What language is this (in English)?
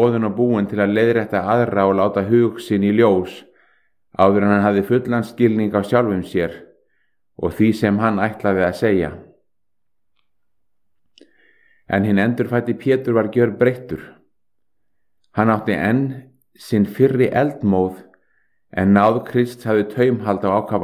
Icelandic